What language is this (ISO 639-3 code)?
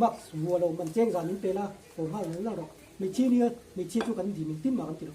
lus